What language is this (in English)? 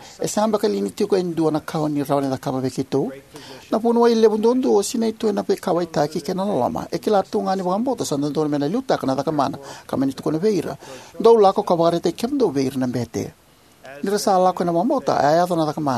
Fijian